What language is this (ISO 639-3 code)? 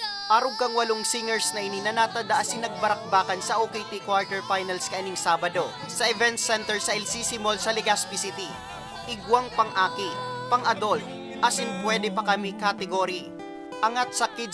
bik